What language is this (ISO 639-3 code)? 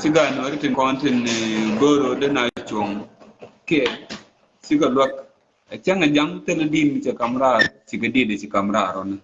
nus